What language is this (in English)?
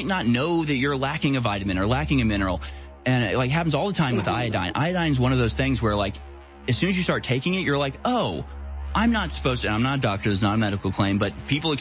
English